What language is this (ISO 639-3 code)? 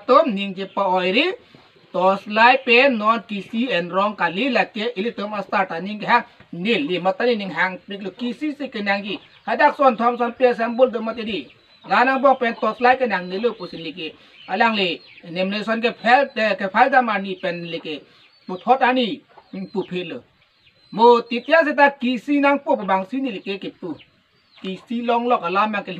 mjw